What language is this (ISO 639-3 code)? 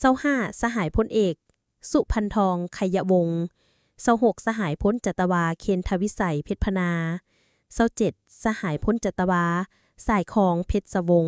lao